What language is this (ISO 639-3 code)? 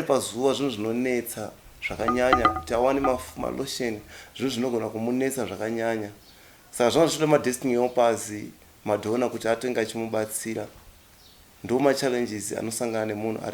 sna